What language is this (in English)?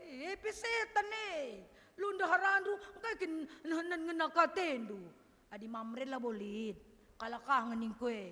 Batak Karo